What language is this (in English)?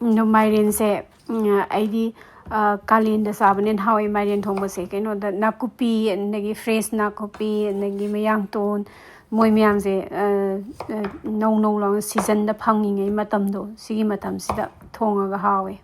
Manipuri